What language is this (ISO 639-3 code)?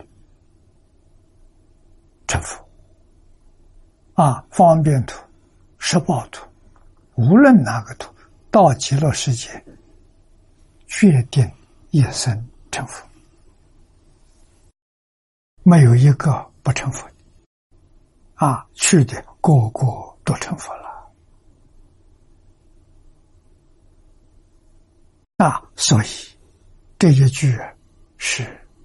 zho